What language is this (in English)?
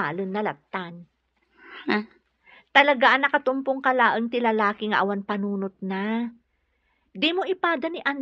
Iloko